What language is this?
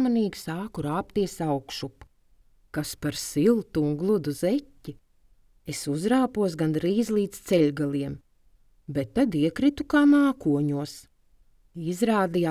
Latvian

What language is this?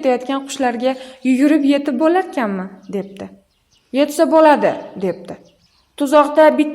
Uzbek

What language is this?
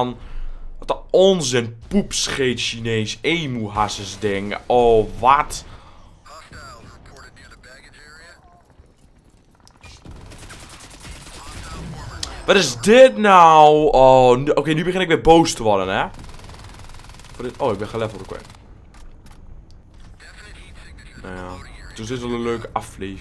Dutch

